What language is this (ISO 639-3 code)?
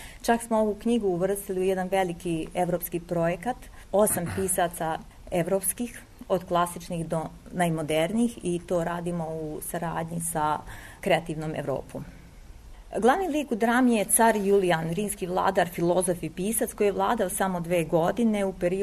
srp